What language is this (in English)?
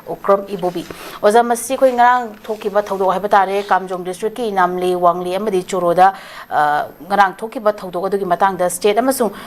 Manipuri